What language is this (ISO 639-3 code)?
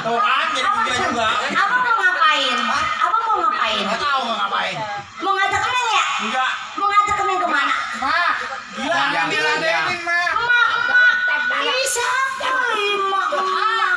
bew